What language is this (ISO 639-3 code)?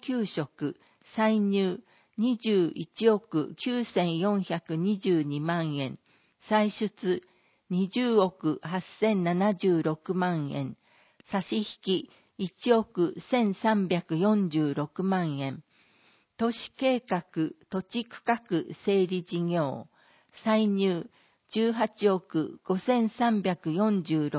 jpn